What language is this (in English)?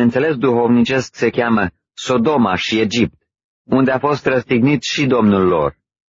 Romanian